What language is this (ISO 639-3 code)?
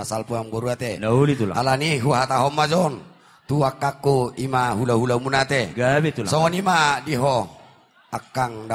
bbc